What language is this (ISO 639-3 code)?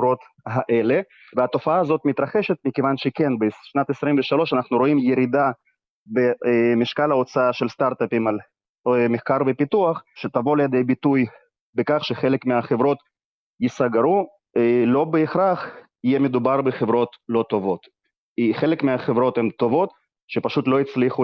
heb